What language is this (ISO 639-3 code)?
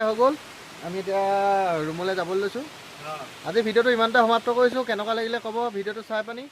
asm